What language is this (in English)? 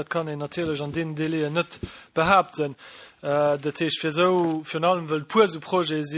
Luxembourgish